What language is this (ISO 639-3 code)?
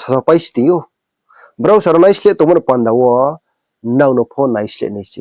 ria